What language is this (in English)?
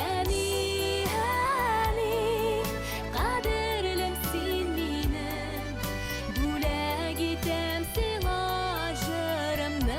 Bashkir